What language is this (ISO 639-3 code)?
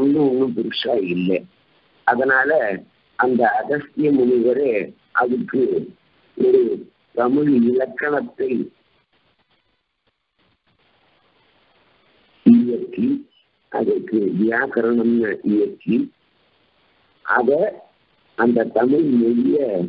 tam